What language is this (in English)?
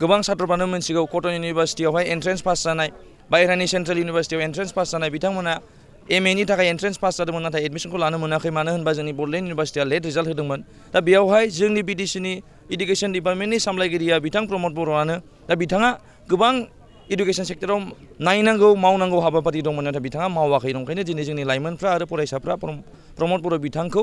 Bodo